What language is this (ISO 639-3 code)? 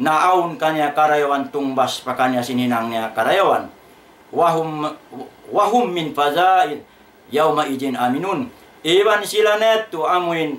tsg